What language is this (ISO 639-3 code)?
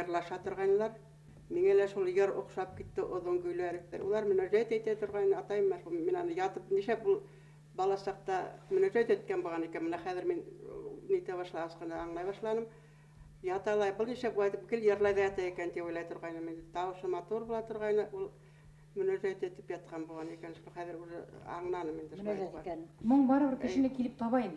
bak